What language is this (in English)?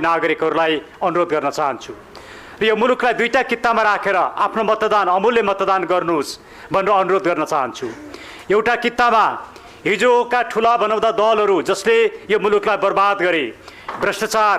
Nepali